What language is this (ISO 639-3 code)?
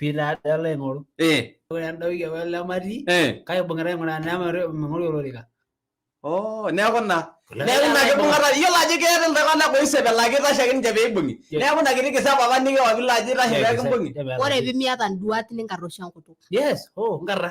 mas